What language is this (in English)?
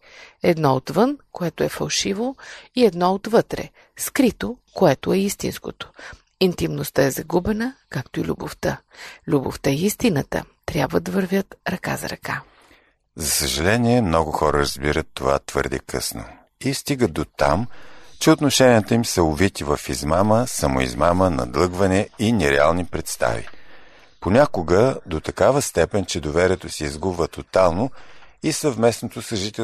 Bulgarian